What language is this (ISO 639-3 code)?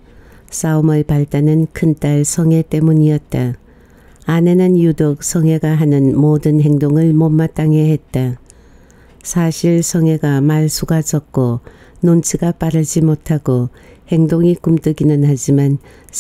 kor